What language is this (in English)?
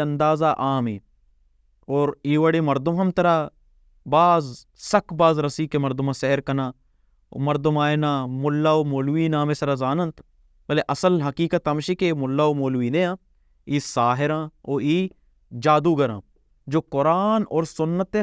Baluchi